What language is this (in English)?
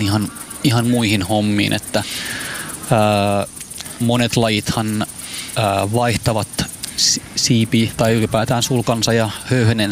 Finnish